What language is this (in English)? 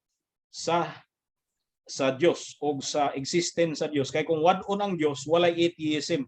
Cebuano